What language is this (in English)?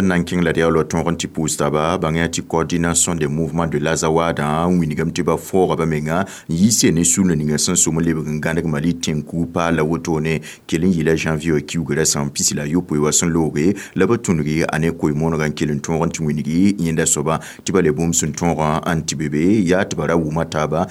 Mossi